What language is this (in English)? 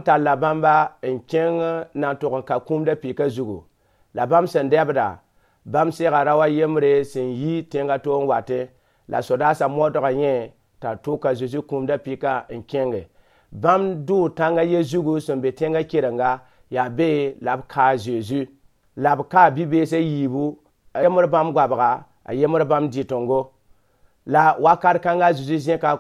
Mossi